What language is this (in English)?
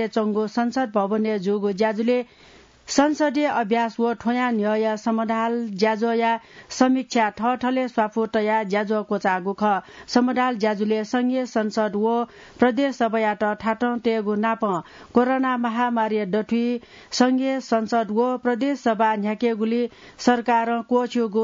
Newari